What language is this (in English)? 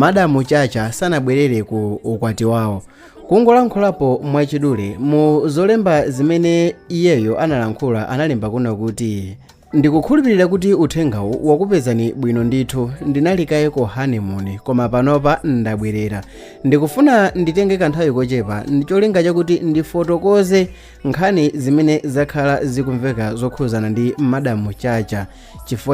Nyanja